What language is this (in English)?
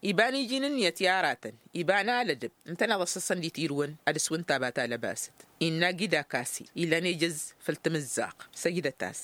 Tamasheq